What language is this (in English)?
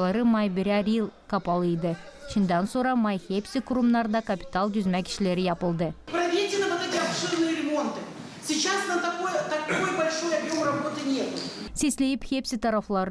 Gagauz